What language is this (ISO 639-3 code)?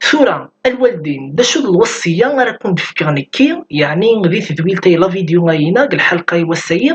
kab